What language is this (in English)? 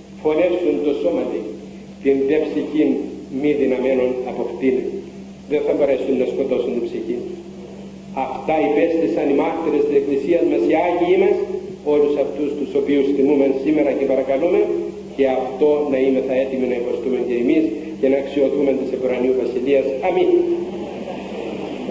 Greek